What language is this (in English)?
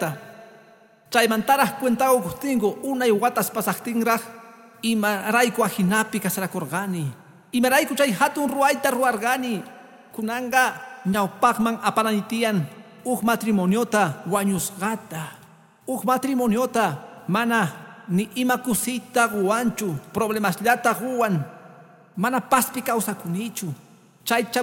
Quechua